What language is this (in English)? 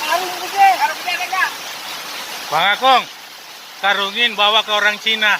Betawi